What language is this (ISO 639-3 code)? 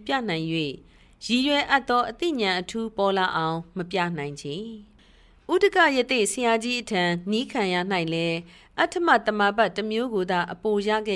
mya